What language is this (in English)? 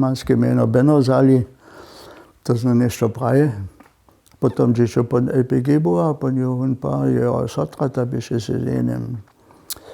Upper Sorbian